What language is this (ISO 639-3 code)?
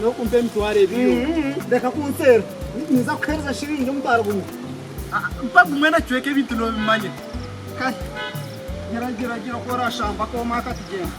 nyn